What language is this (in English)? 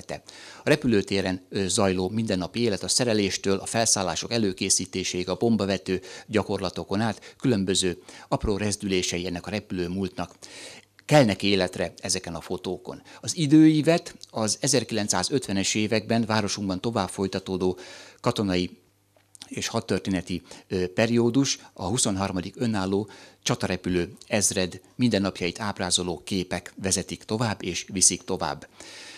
Hungarian